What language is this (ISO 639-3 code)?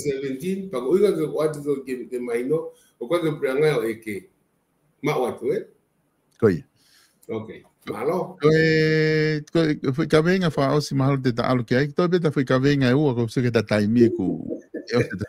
ton